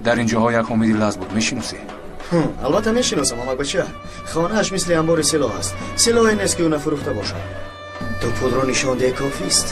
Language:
Tajik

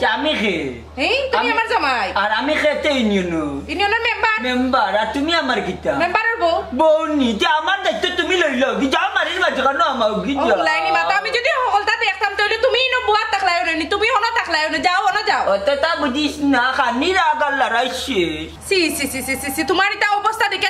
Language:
Sylheti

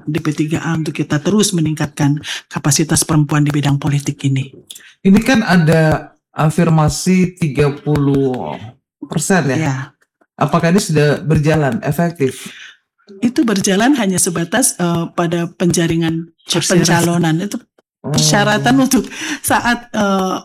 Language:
Indonesian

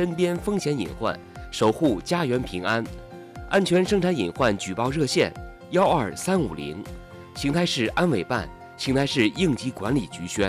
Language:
Chinese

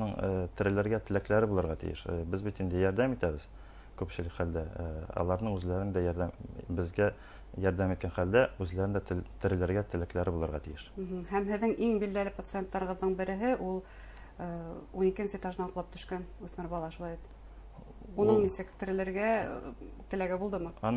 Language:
Bashkir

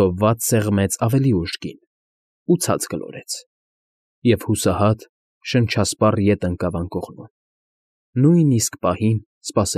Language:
Armenian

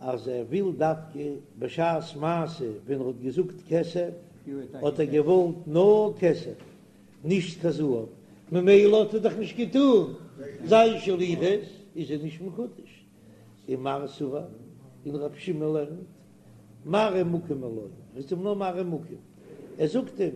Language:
Yiddish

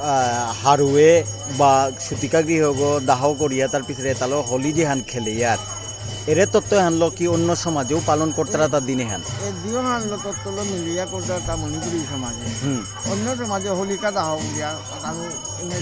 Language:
Bishnupriya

